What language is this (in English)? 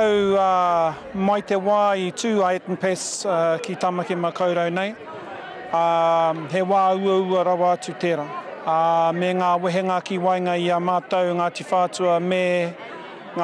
Māori